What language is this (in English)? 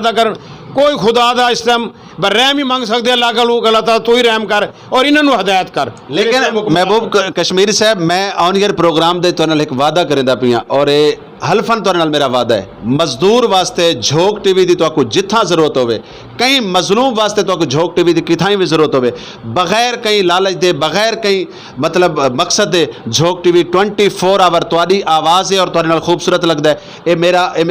Saraiki